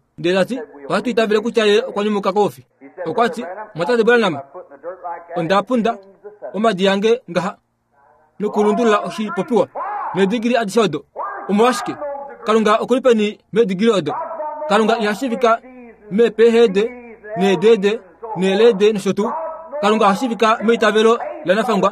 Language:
Kuanyama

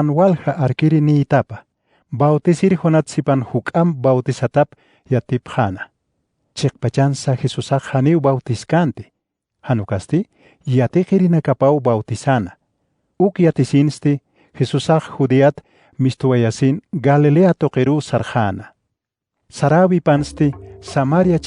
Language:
Aymara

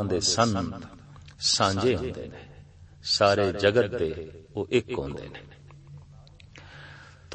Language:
Punjabi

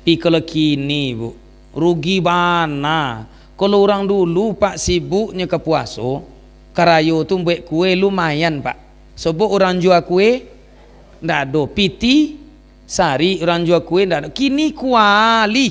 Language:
Minangkabau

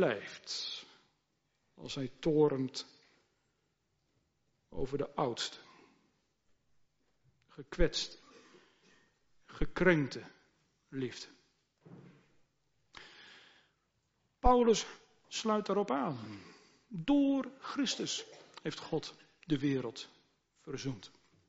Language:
Dutch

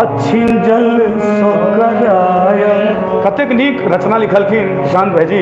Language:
Maithili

